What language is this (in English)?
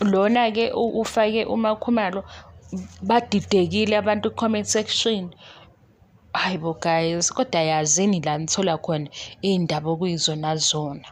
Zulu